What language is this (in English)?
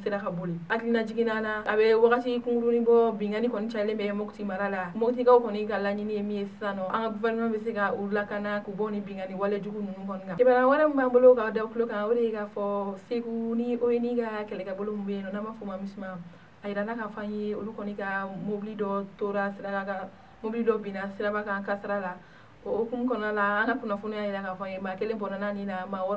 Bambara